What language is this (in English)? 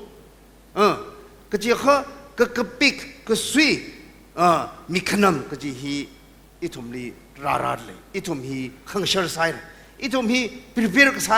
Tangkhul Naga (India)